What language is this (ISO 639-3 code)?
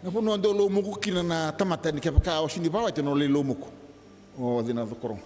fij